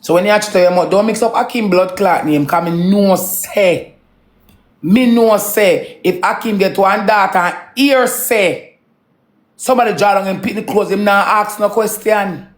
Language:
Jamaican Creole English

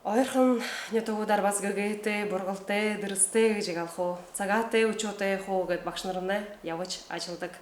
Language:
Buriat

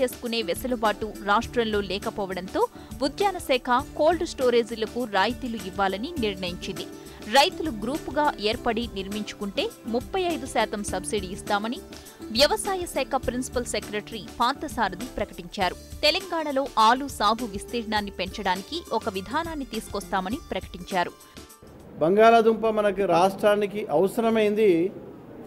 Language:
Telugu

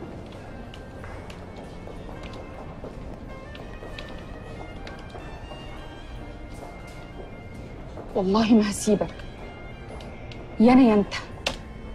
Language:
Egyptian Arabic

